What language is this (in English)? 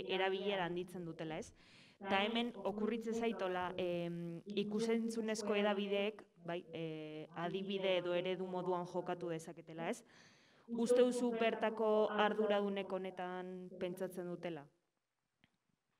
Basque